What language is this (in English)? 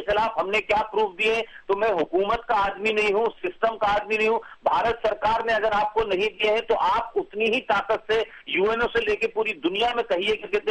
Urdu